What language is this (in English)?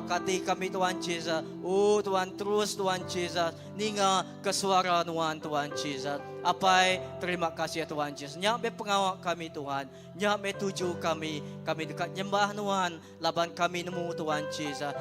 Iban